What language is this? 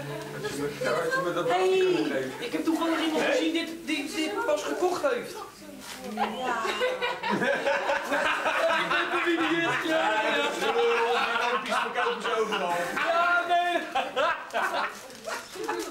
Dutch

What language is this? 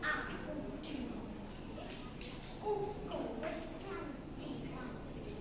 Javanese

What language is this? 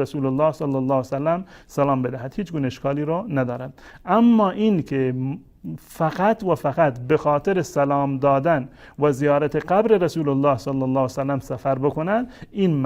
Persian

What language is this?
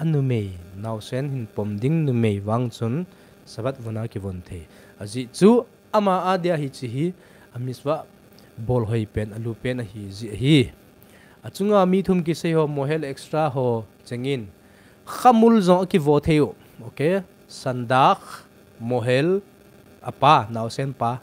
Thado Chin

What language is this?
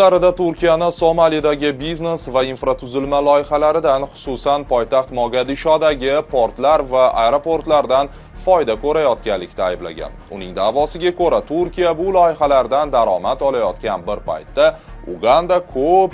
Uzbek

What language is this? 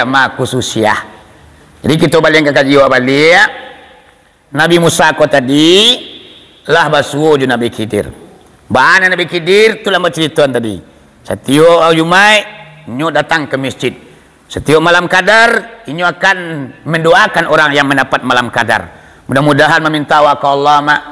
Minangkabau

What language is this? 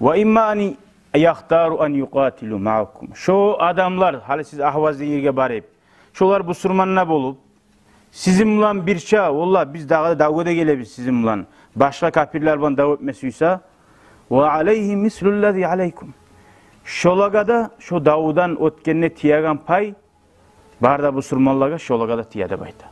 Kumyk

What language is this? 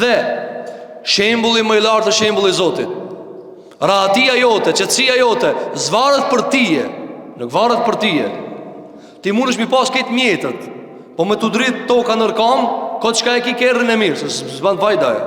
Albanian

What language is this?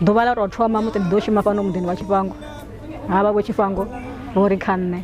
Venda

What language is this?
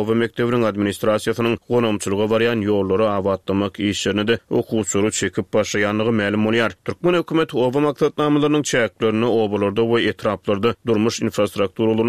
Turkmen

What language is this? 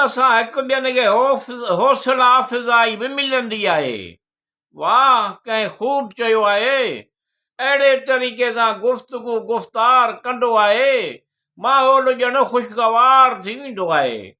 Sindhi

